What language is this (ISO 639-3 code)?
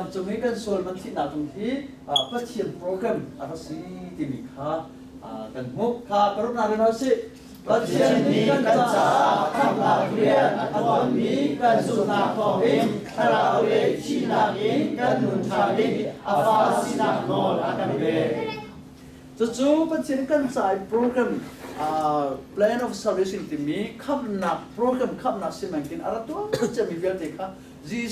cnh